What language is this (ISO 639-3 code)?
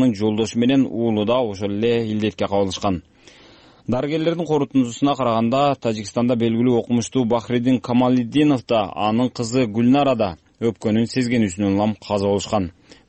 kir